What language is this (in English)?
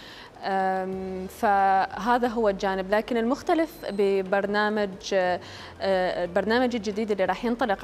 Mesopotamian Arabic